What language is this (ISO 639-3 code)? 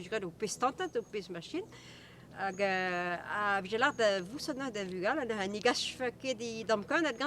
bre